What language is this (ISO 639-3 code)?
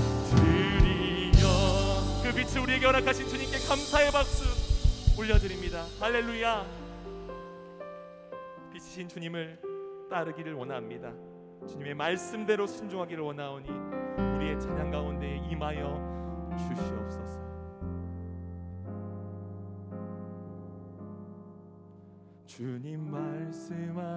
kor